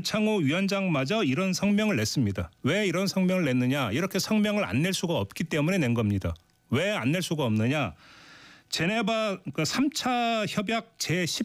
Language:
Korean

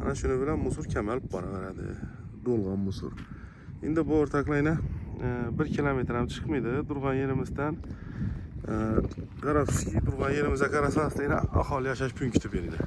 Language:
Uzbek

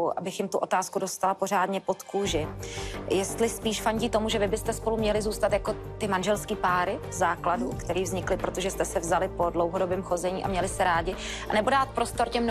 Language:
Czech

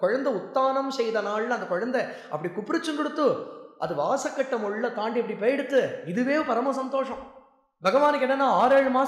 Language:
Tamil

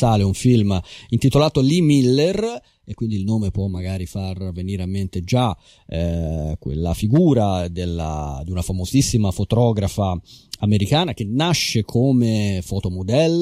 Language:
Italian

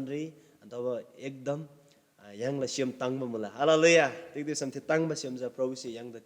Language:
Eastern Tamang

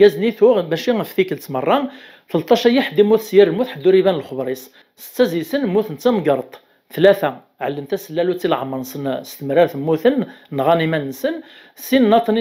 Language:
Kabyle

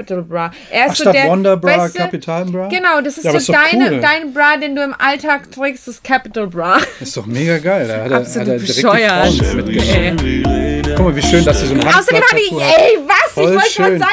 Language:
German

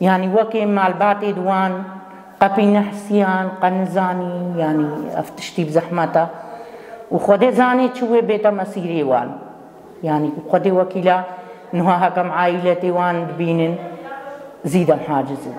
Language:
Kurdish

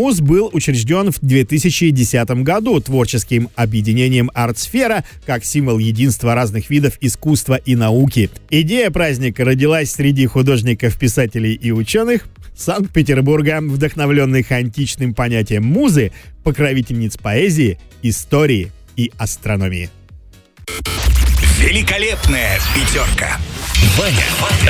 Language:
Russian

